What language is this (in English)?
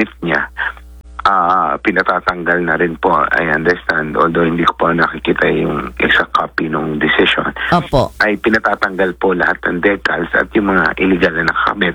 Filipino